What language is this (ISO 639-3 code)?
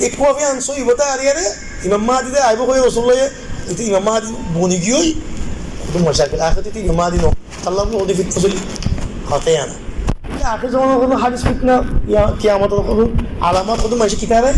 rhg